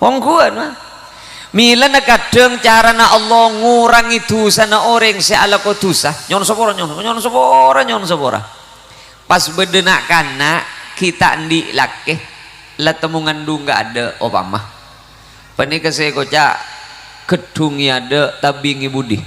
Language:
Madurese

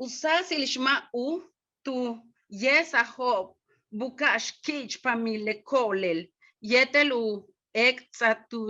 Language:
Yucateco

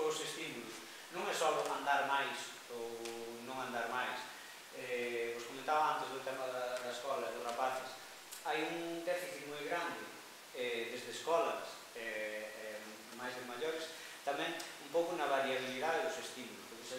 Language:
Galician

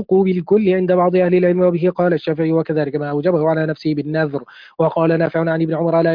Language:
Arabic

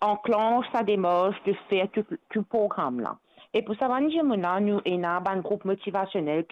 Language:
Morisyen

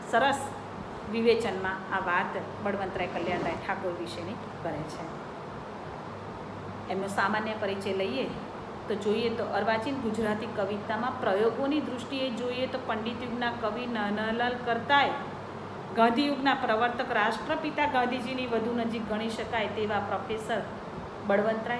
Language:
Gujarati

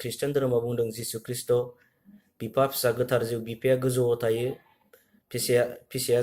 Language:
Bodo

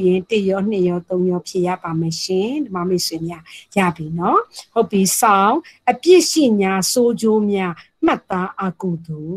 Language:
Burmese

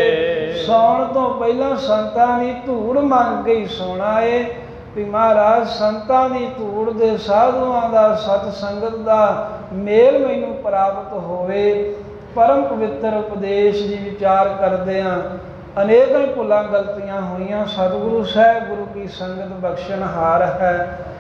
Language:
Punjabi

